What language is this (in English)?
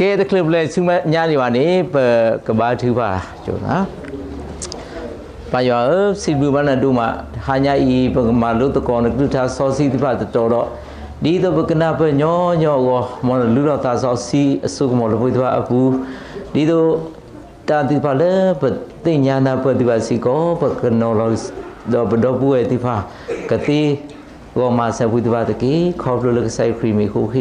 S'gaw Karen